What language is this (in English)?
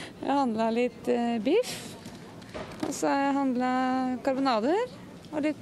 Norwegian